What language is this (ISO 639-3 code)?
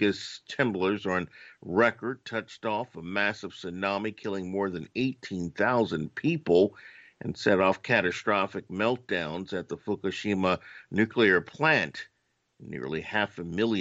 eng